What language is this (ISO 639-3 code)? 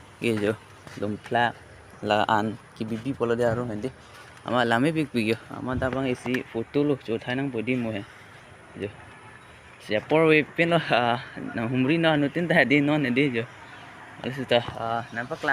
mjw